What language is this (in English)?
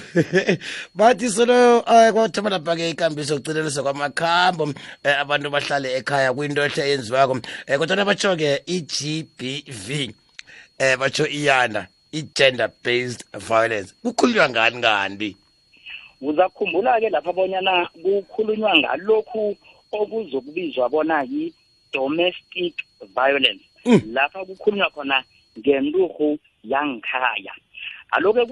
South Ndebele